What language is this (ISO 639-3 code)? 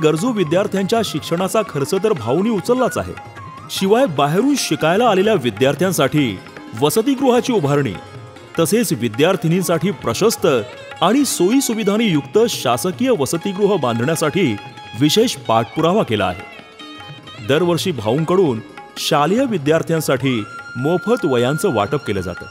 mar